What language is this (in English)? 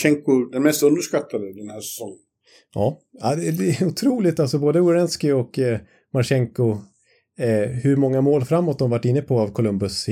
Swedish